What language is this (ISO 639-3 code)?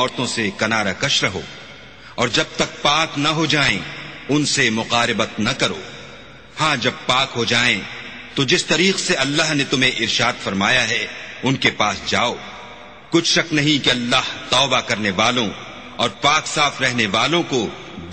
urd